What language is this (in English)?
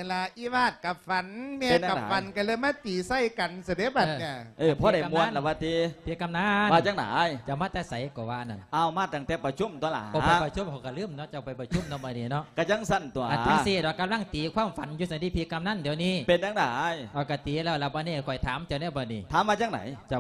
Lao